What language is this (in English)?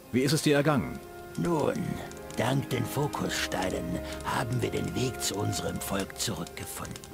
Bavarian